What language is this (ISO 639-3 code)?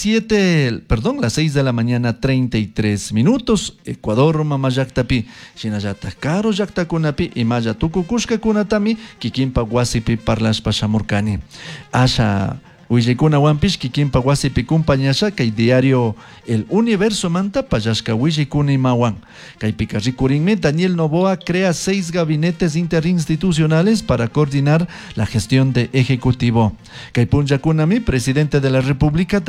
qug